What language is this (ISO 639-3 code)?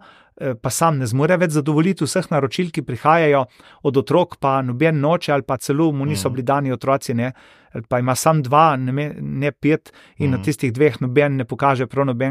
slv